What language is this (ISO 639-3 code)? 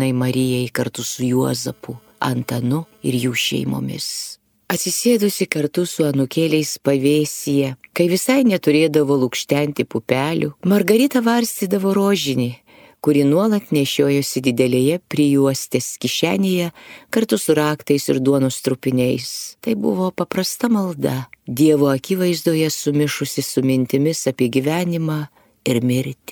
lit